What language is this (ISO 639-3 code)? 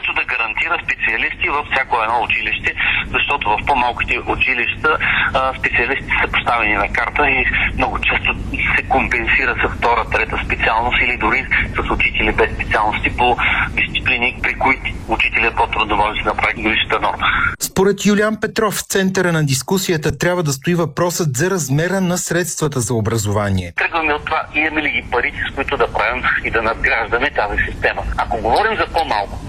bul